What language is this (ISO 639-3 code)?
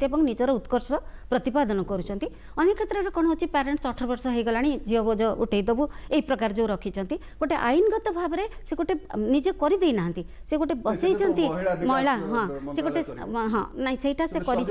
ori